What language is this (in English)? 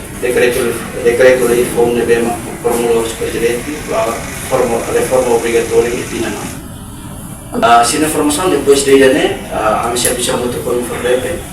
Tetum